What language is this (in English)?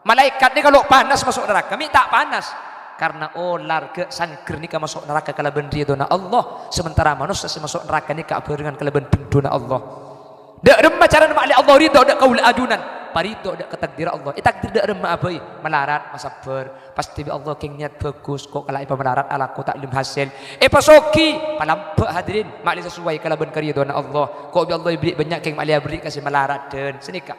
Madurese